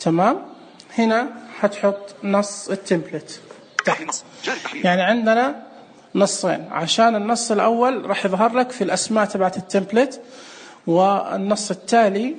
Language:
Najdi Arabic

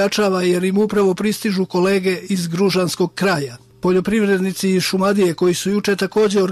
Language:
Serbian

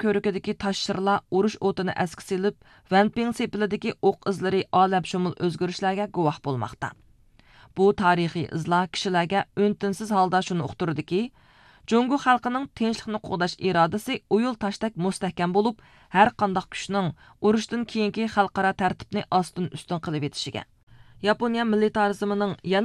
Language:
Uyghur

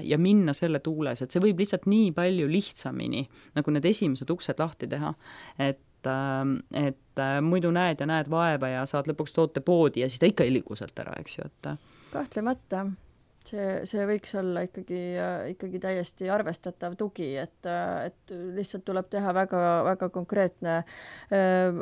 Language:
Estonian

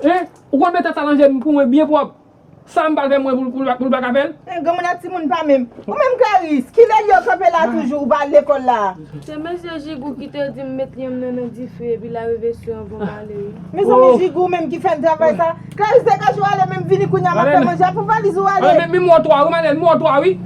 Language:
Haitian Creole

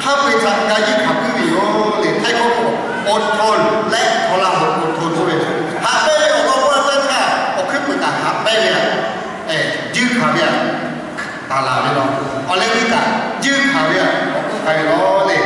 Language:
Lahu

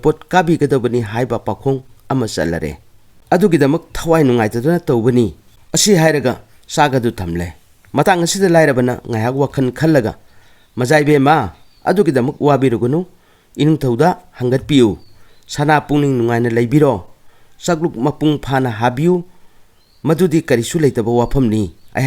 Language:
Manipuri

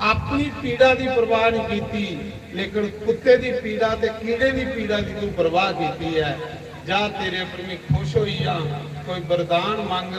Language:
Dogri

